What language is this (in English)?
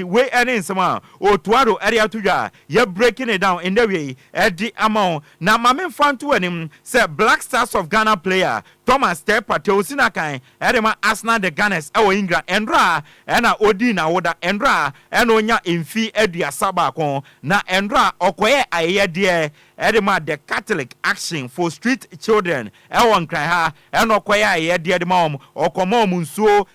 Akan